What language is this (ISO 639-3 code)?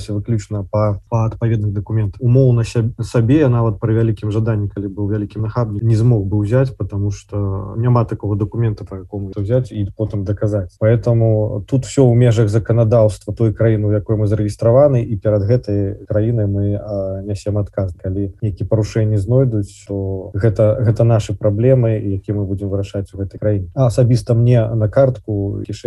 bel